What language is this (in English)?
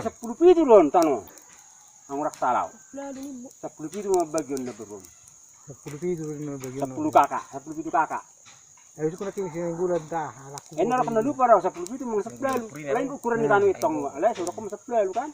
Batak Toba